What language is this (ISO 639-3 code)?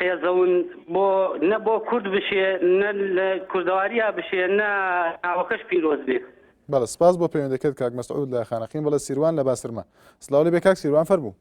ckb